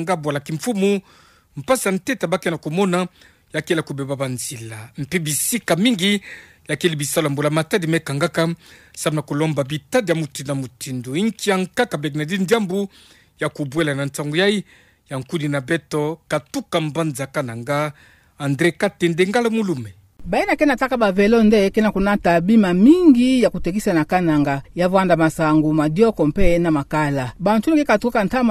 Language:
Kituba (Democratic Republic of Congo)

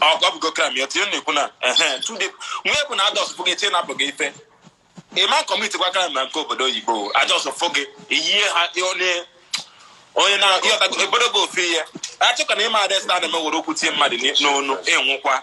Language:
Igbo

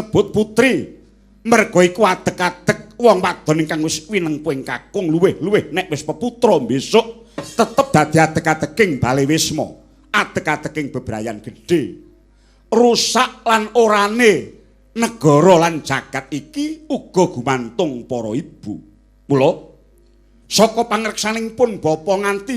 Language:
Javanese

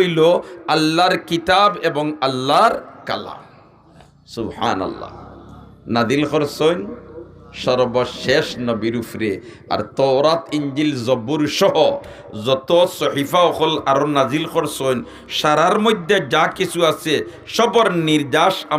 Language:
Sylheti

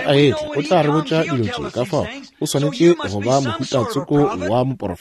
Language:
Northern Sotho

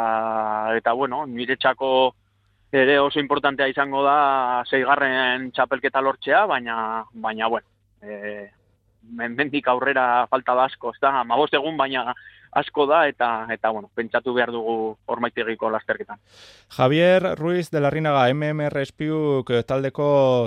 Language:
Basque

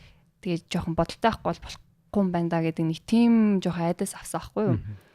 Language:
Mongolian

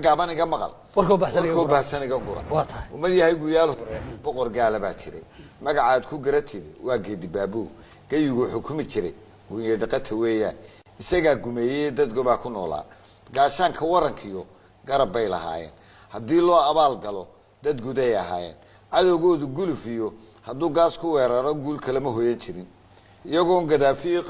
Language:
Somali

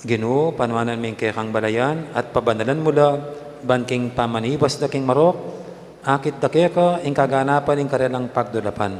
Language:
Pampanga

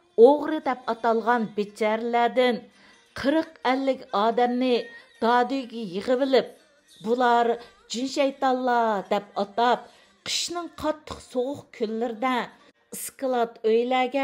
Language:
Uyghur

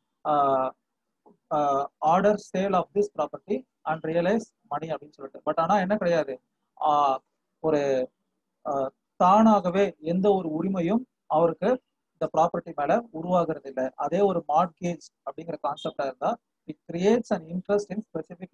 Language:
Tamil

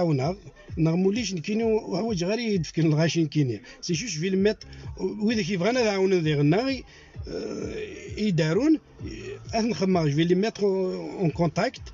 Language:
Kabyle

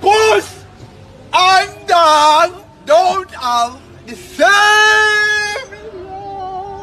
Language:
Jamaican Creole English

